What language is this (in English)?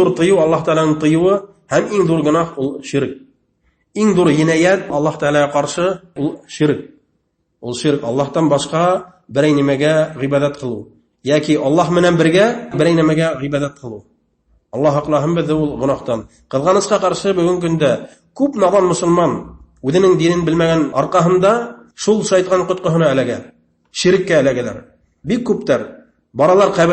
Bashkir